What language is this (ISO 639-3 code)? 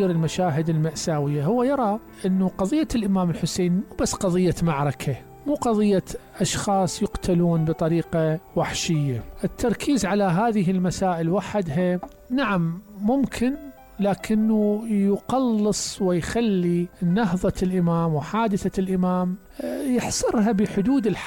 acm